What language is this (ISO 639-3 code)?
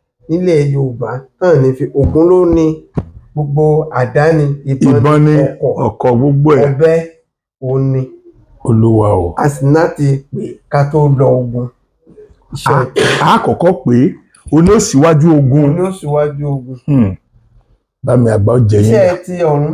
yor